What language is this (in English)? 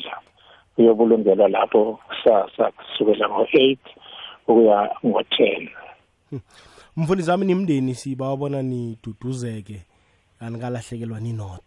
South Ndebele